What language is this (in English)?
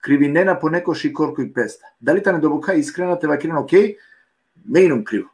Balkan Romani